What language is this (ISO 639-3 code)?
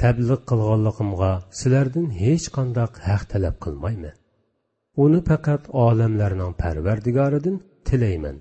uig